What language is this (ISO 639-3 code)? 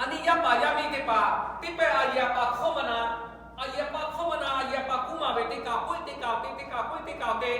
lhu